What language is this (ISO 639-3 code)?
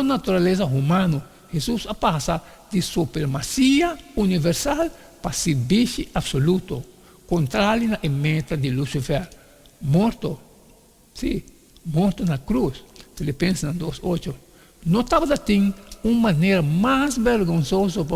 pap